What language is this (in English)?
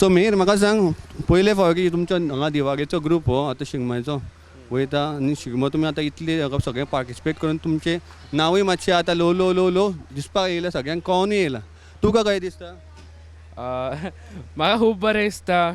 Konkani